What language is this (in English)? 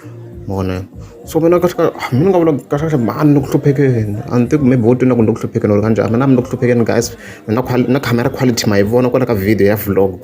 Tsonga